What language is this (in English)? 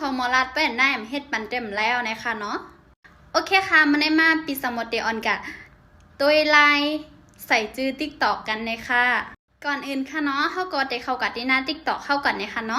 Shan